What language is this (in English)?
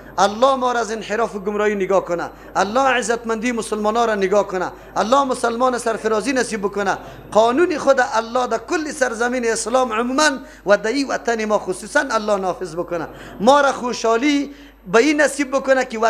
Persian